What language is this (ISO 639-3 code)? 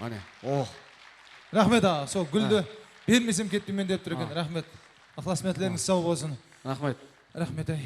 kaa